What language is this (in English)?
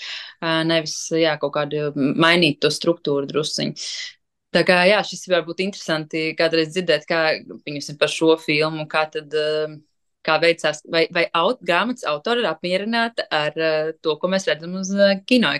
Latvian